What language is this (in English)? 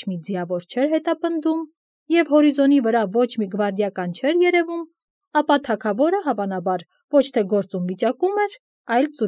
Armenian